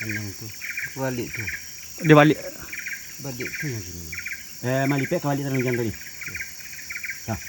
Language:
Minangkabau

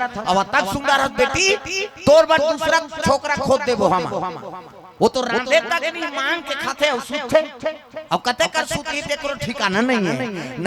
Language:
Chhattisgarhi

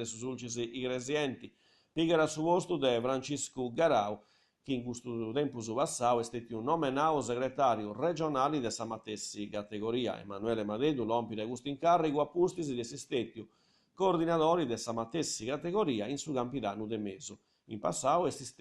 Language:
Sardinian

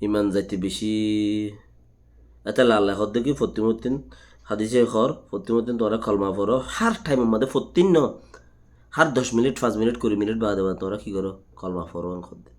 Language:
Rohingya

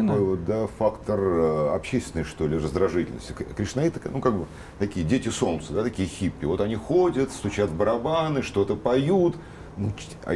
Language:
Russian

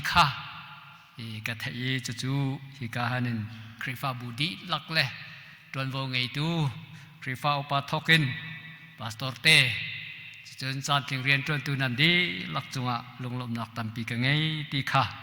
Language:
Hakha Chin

